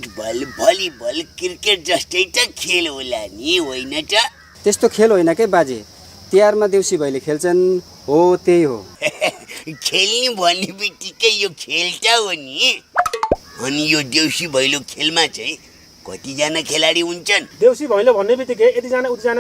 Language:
Nepali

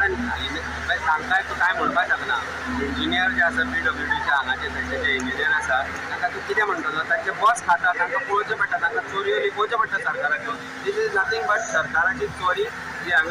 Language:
Konkani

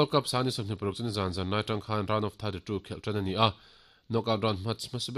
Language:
Mizo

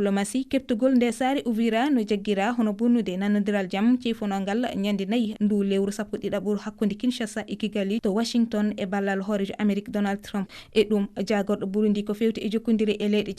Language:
Fula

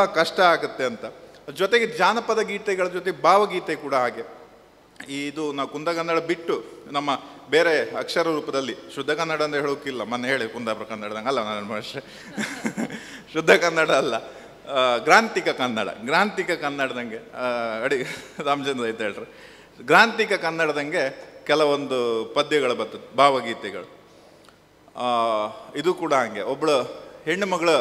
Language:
Kannada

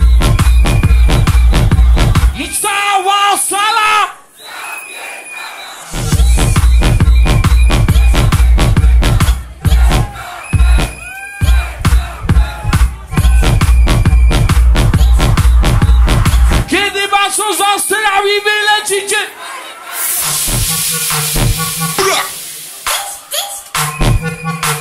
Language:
Polish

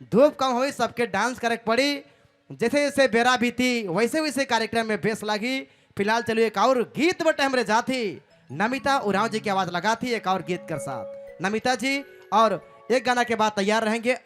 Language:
Sadri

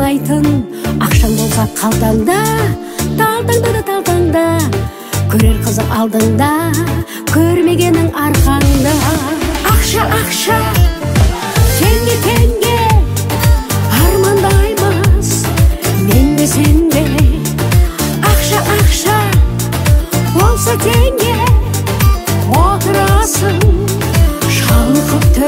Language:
Kazakh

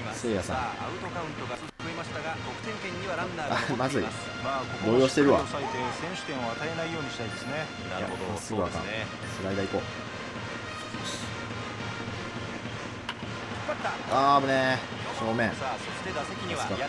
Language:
Japanese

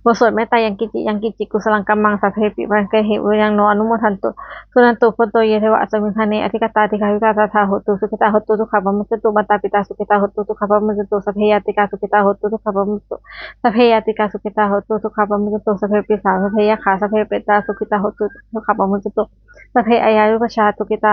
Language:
Pali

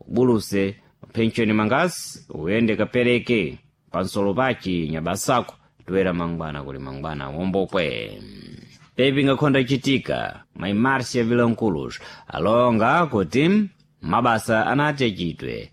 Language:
Sena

